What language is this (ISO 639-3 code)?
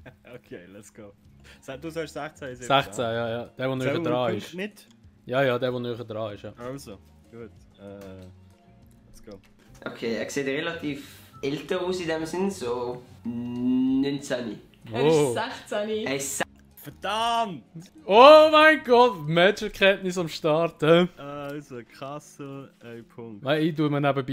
gsw